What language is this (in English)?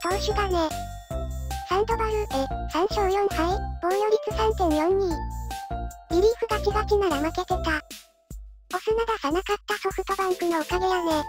Japanese